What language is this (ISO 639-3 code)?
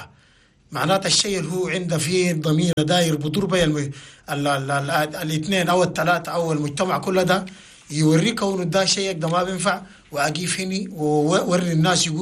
shu